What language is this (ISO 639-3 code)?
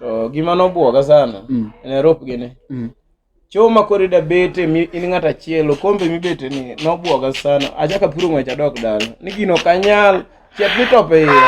luo